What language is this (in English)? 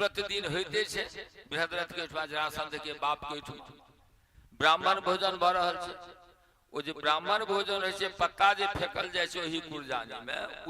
Maithili